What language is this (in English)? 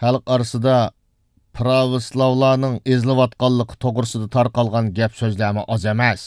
Uyghur